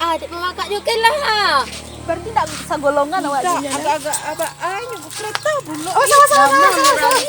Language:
Minangkabau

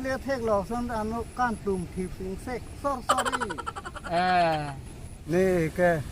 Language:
Karbi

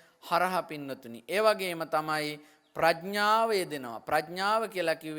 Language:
Sinhala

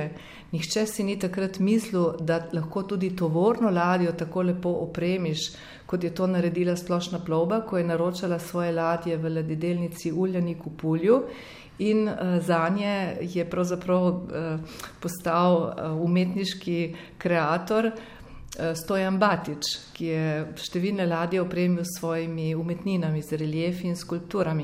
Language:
Slovenian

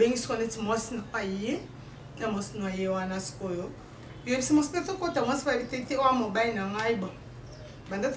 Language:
Lingala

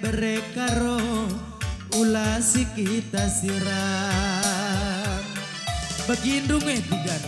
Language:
Batak Karo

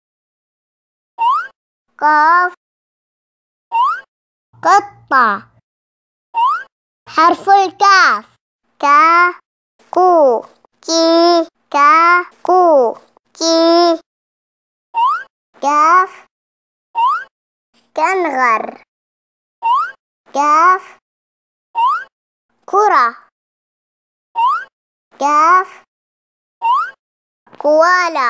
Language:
Arabic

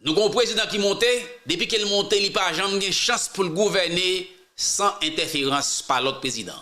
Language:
Haitian Creole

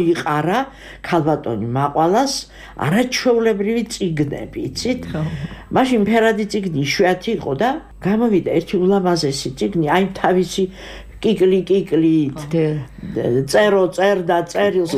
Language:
Georgian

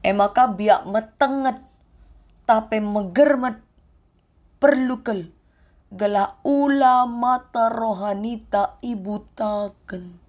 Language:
Batak Karo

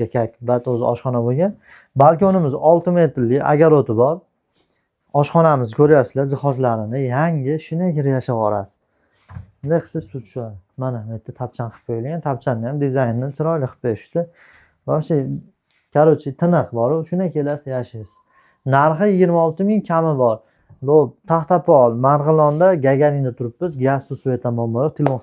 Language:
Uzbek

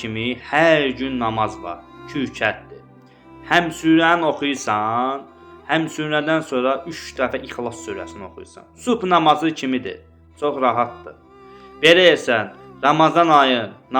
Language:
Azerbaijani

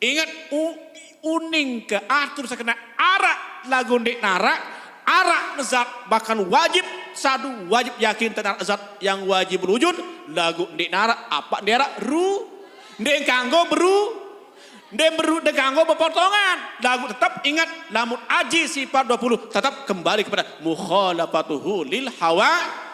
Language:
Sasak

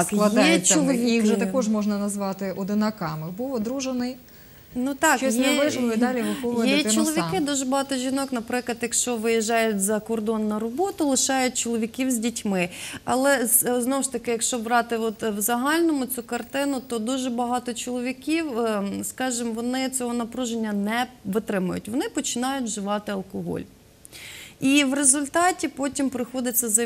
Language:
Ukrainian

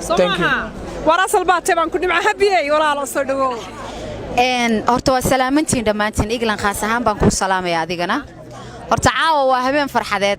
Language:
Somali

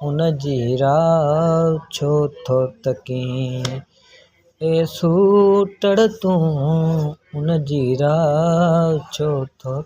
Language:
Sindhi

